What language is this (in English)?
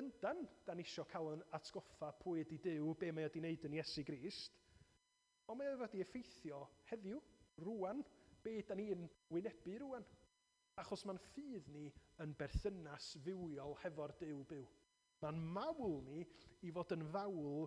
Welsh